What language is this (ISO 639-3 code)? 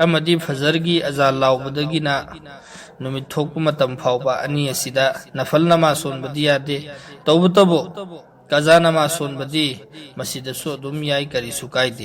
mni